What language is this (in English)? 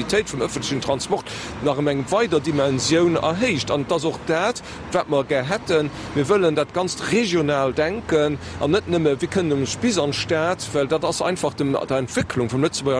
Luxembourgish